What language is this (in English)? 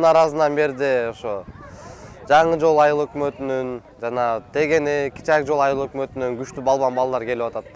Kyrgyz